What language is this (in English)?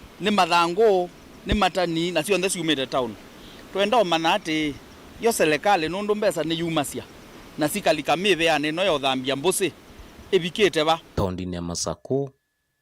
Kamba